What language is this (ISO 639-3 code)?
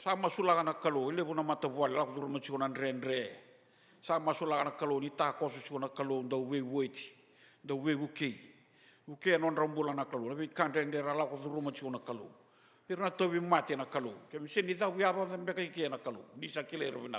fij